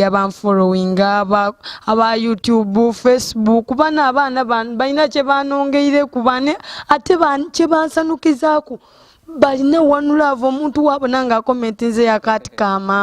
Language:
Soga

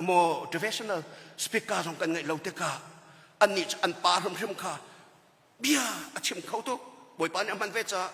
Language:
Hakha Chin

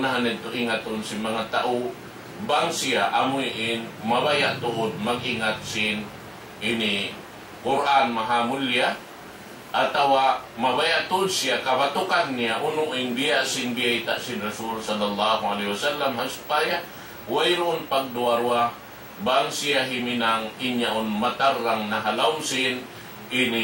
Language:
Tausug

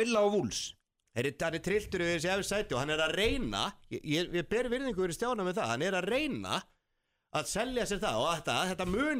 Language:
Icelandic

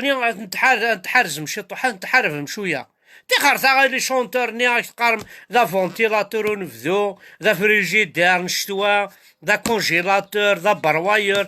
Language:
Kabyle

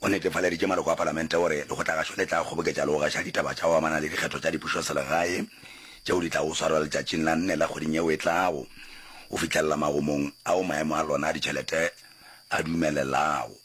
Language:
Northern Sotho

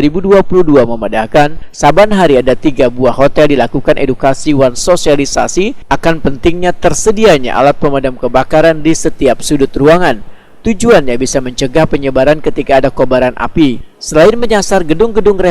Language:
Banjar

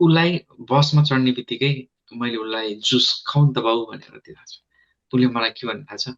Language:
Nepali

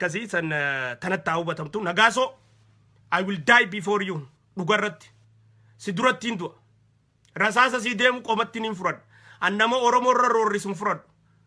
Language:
Oromo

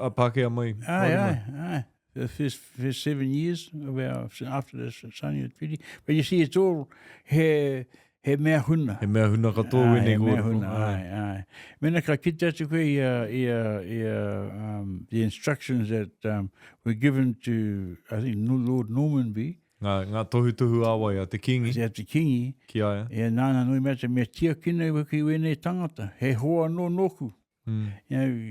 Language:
Māori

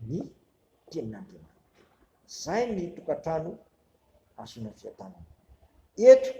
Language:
Malagasy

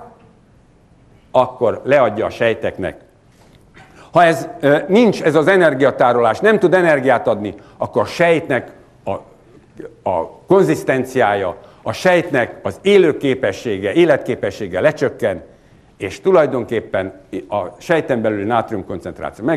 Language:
Hungarian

